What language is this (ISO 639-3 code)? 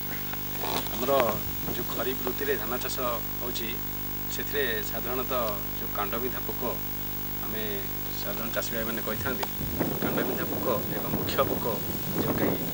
ori